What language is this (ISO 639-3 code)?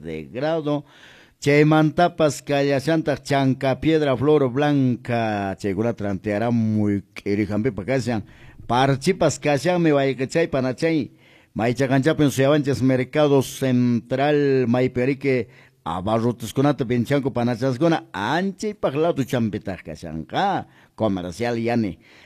que